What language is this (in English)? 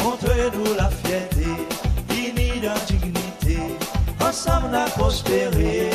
Seselwa Creole French